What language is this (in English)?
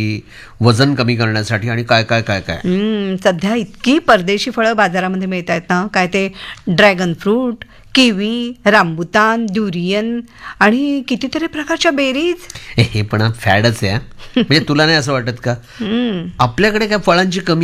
Marathi